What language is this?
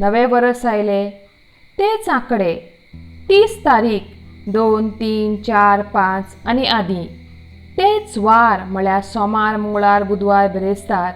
Konkani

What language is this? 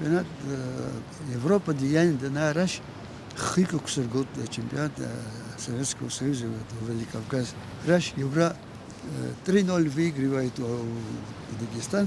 Abkhazian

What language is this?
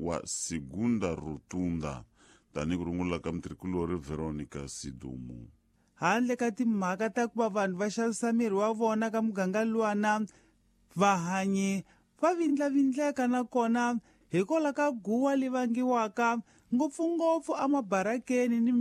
Tsonga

